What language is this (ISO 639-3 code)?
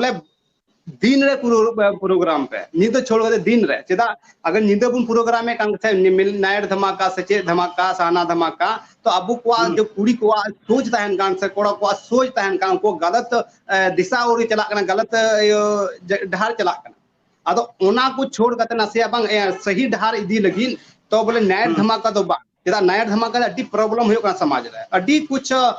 sat